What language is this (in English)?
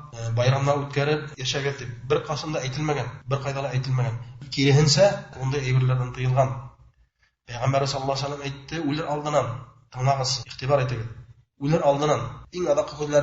Bashkir